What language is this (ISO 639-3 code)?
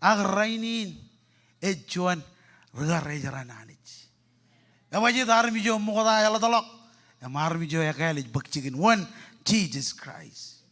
mah